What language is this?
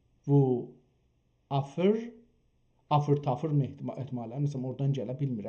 South Azerbaijani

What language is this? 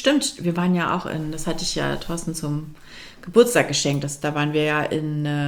German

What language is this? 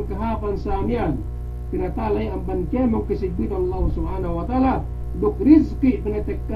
Yakan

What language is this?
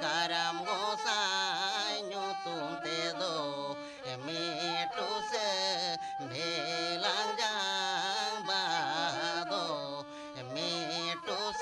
Santali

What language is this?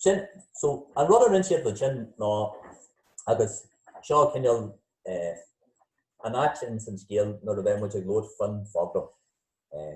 Irish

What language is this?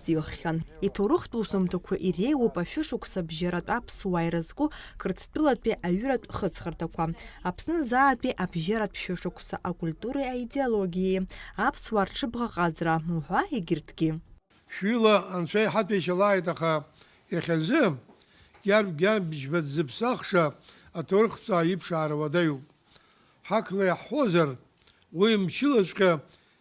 Abkhazian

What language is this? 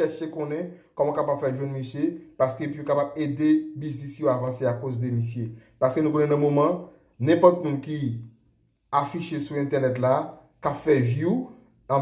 Haitian Creole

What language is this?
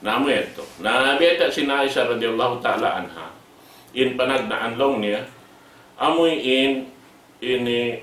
Tausug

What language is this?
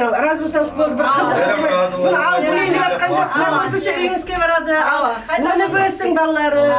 Kara-Kalpak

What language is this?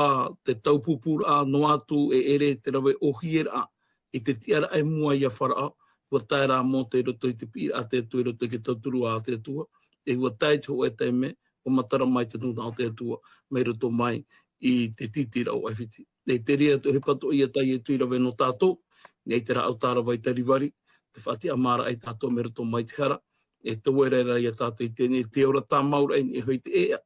Tahitian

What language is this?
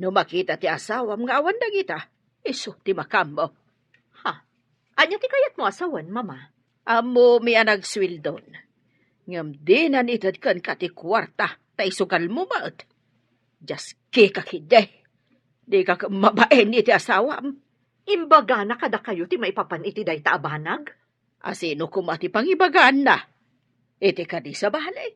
Iloko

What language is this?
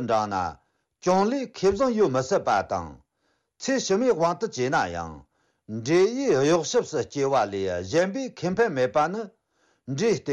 Tibetan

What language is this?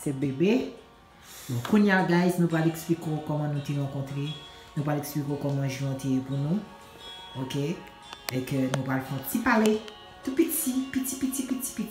Haitian Creole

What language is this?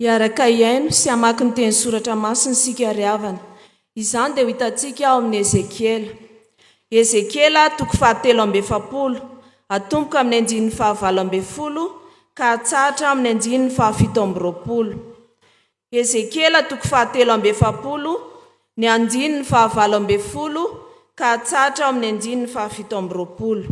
Malagasy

